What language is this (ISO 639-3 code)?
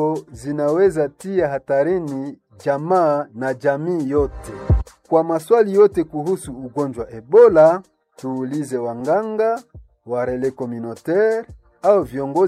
swa